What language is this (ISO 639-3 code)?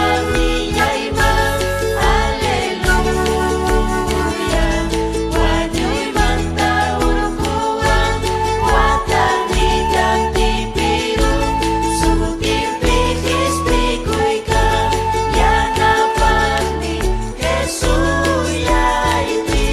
quy